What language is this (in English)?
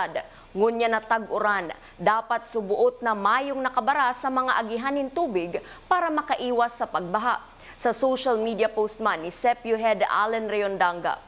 Bikol